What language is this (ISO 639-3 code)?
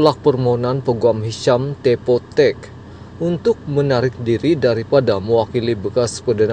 msa